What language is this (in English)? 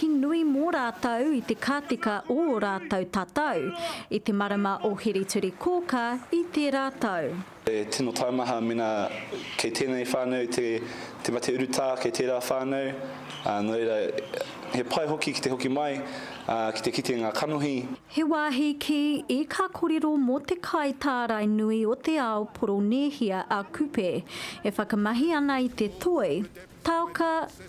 Māori